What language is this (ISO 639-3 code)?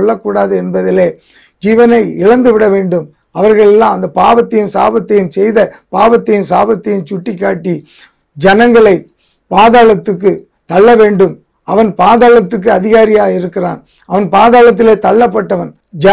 tam